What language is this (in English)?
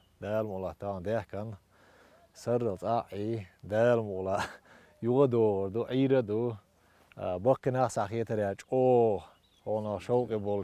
Chechen